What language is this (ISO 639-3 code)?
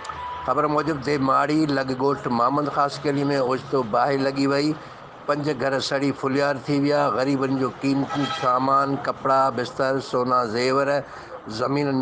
snd